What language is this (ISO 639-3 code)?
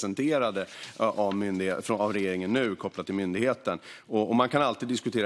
swe